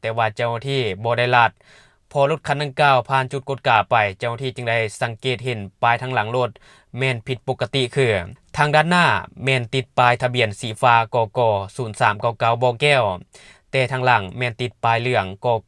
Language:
Lao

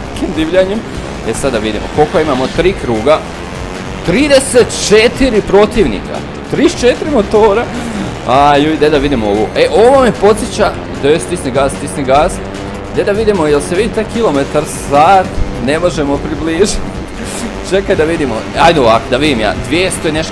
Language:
Croatian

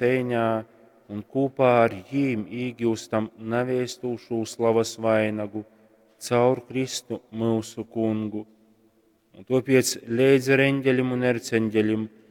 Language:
Latgalian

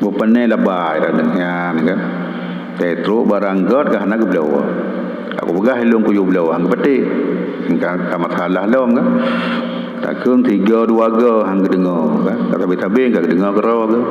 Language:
Achinese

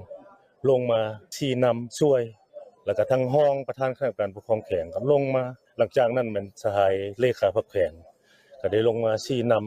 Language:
Lao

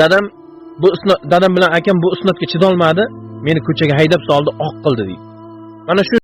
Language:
Uzbek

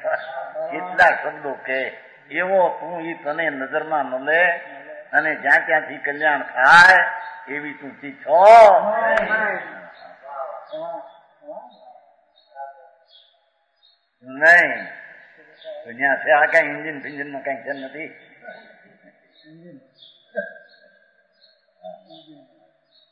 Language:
Gujarati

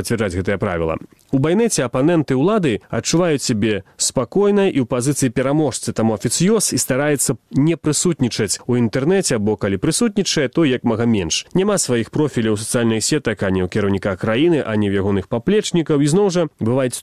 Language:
Belarusian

